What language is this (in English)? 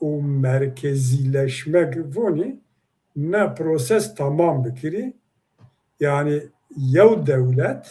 Zaza